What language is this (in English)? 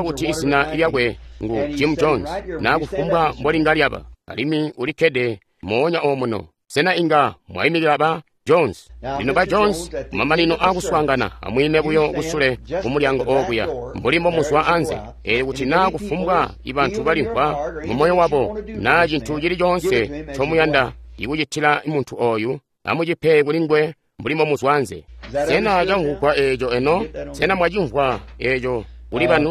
Tonga (Zambia)